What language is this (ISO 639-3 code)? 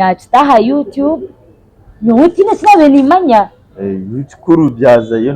nyn